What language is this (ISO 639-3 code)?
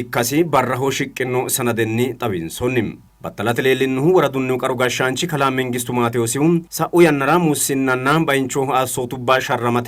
sid